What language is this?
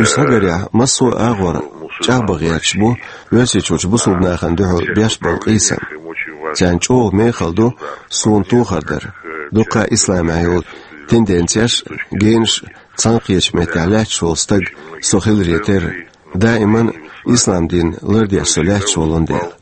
Chechen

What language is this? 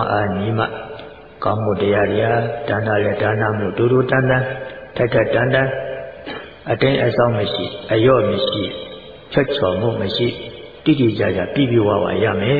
Burmese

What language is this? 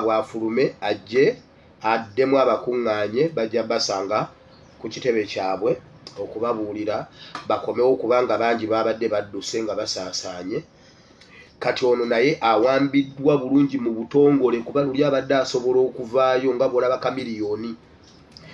Ganda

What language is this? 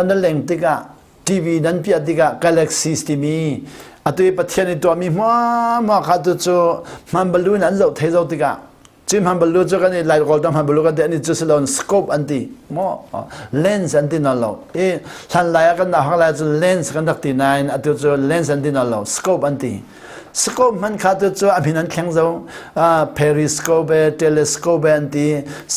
Hakha Chin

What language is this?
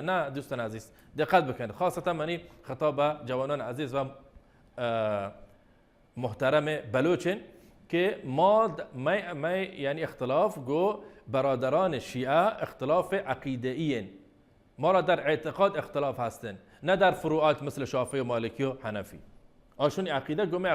Baluchi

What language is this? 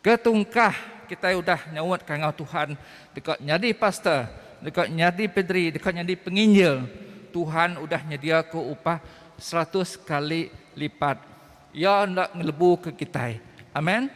Iban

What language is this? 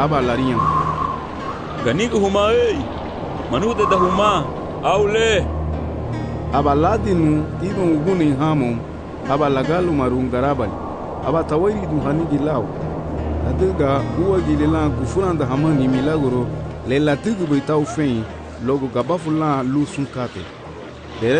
Garifuna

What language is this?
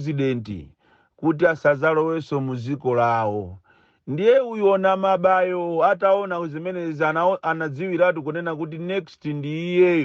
Nyanja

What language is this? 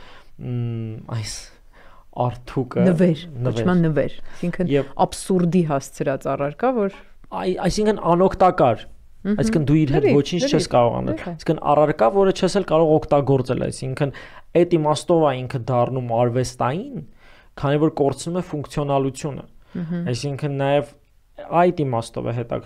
Armenian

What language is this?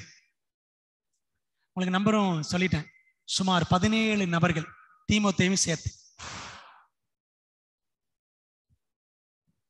Tamil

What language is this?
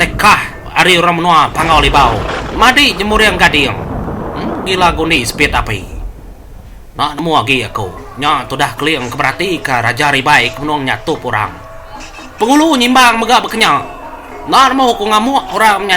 Iban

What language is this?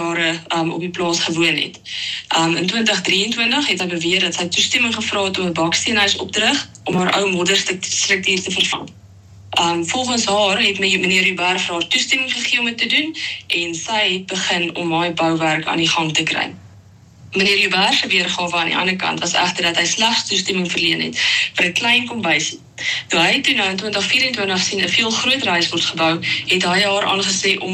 Afrikaans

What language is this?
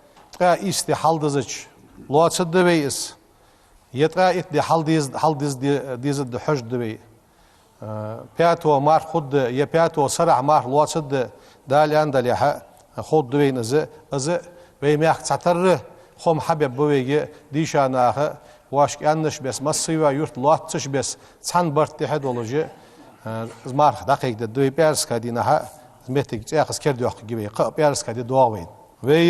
Ingush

